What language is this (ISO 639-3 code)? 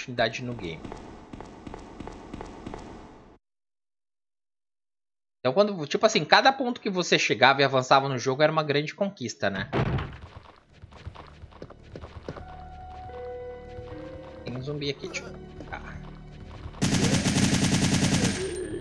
por